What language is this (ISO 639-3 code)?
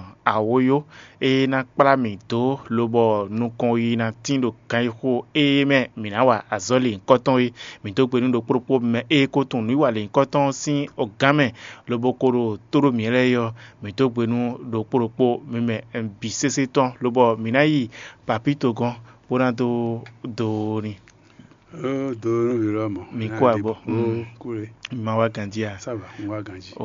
fon